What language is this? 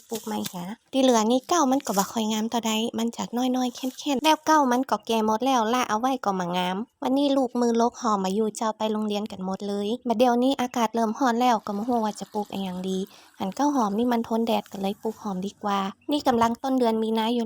Lao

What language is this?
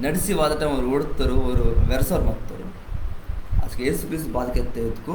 Koya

